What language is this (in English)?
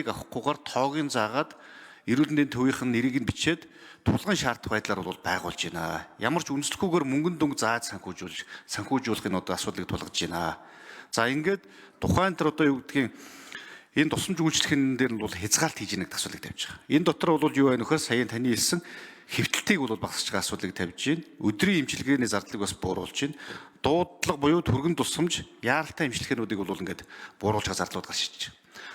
Mongolian